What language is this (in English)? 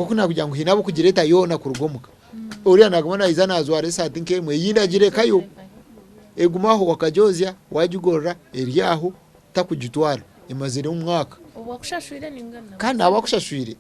Nyankole